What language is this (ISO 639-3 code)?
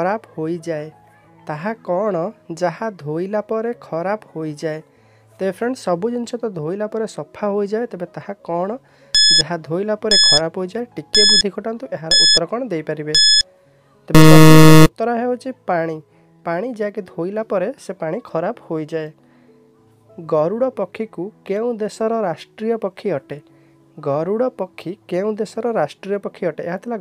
ori